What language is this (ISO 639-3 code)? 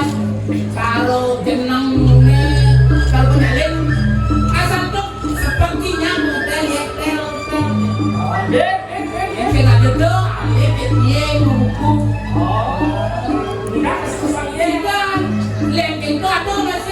ban